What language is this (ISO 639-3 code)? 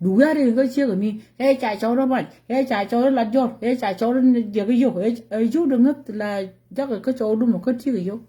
nus